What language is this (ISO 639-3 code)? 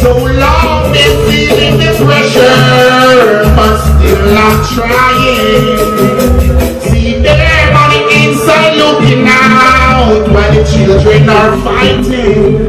jam